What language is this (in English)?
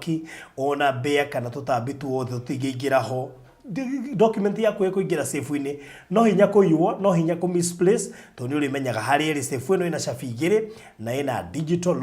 Kikuyu